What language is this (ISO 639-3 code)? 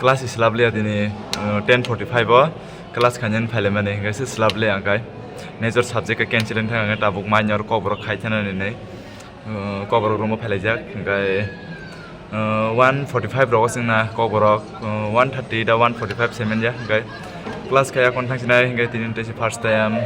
trp